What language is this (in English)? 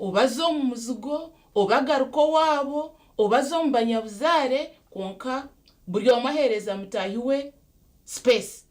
Nyankole